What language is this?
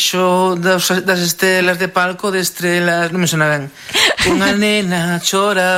Galician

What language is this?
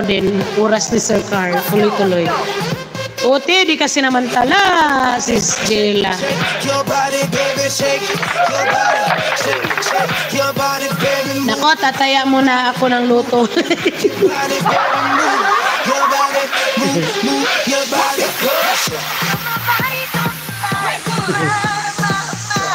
Filipino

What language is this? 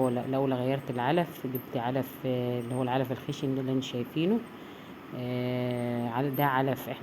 Egyptian Arabic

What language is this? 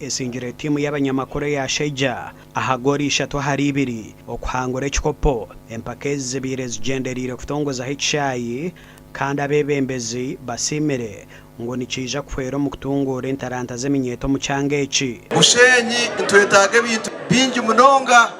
Nyankole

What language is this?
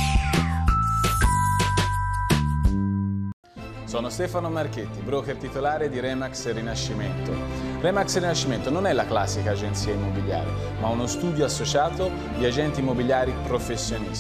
Italian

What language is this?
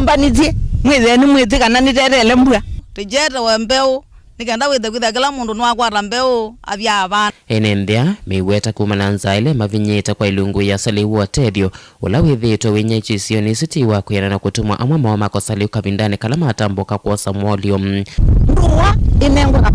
Kamba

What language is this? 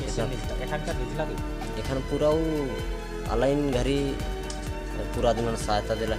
Sadri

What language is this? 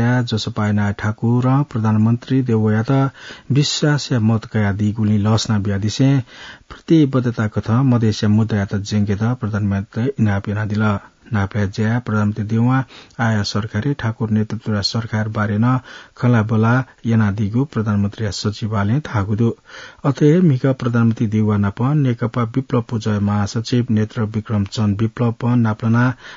Newari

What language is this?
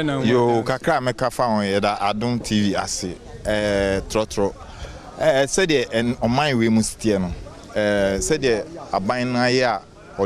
Akan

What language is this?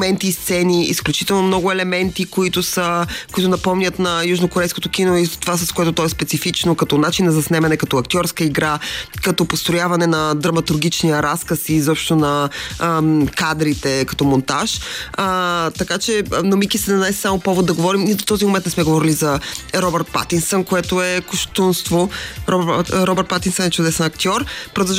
Bulgarian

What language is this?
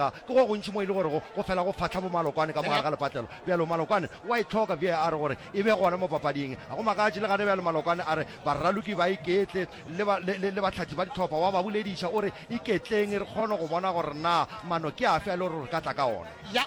Northern Sotho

